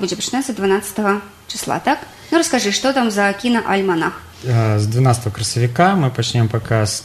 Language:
Belarusian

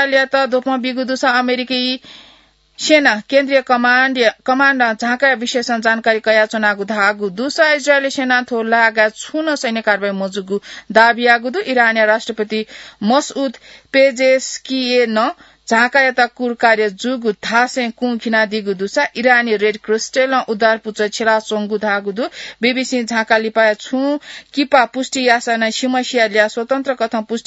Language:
Newari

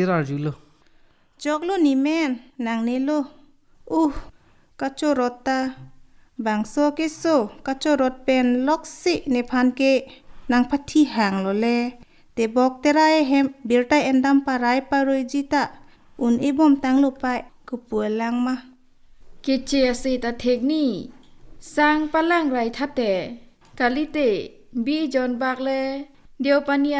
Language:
Karbi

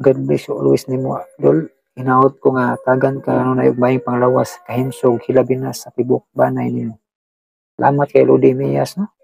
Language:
Cebuano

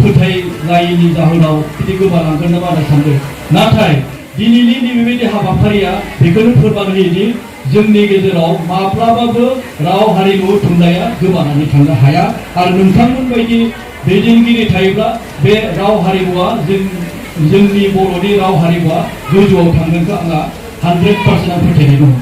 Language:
Bodo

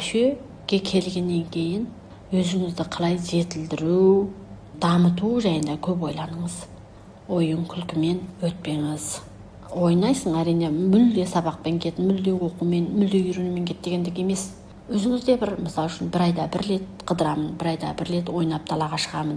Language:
Kazakh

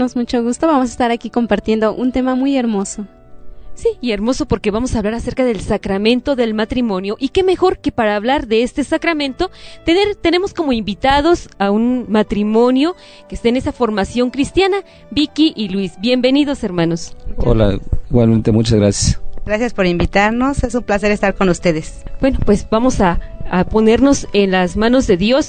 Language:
Spanish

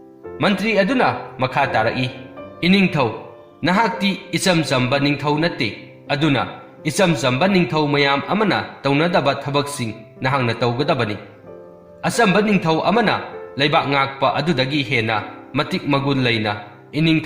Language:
Manipuri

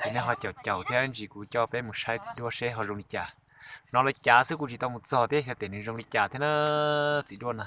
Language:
Hmong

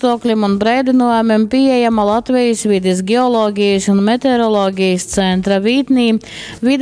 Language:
Latgalian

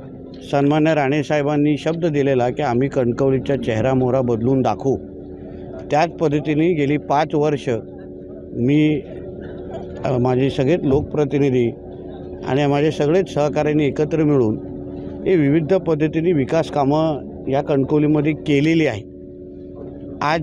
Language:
Marathi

